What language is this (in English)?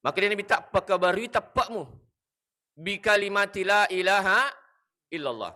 Buginese